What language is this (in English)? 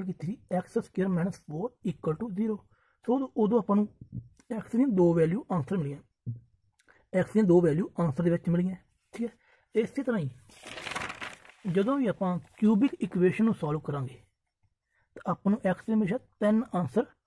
Punjabi